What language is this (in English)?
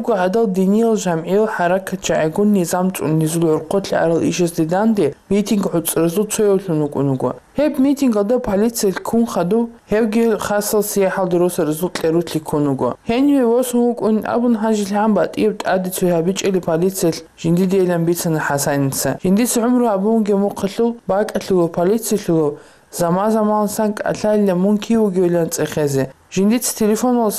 Avaric